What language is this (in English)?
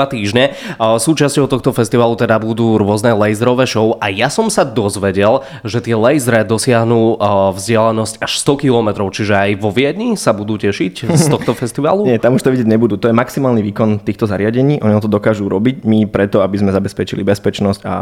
Slovak